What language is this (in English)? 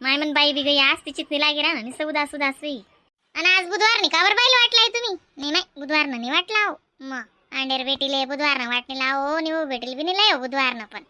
Khandesi